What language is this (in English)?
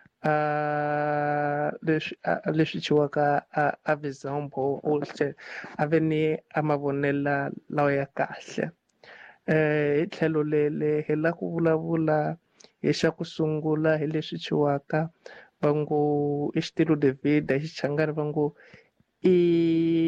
Tsonga